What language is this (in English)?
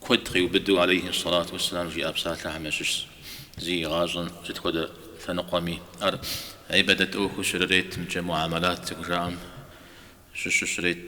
Kabardian